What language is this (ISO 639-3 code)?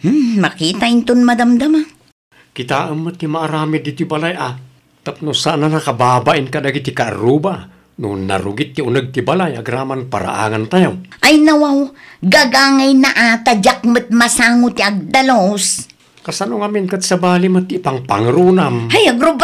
ilo